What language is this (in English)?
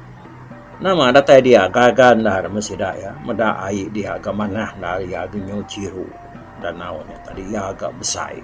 Iban